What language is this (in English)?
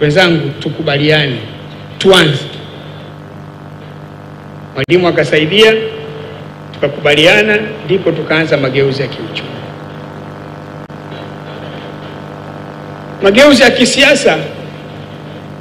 Swahili